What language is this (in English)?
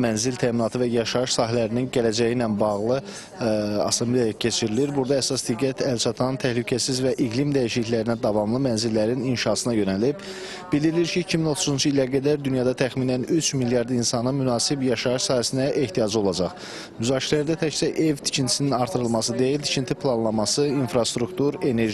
Azerbaijani